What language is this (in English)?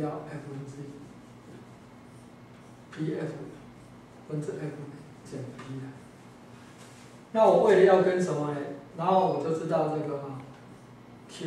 Chinese